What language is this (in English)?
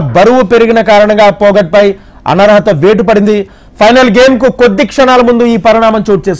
Telugu